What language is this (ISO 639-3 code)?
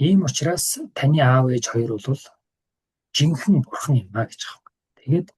mon